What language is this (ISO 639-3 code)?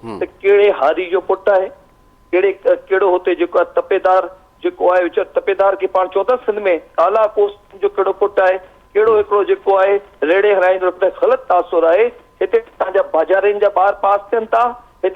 snd